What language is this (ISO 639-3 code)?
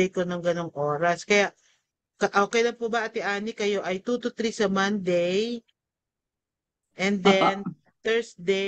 fil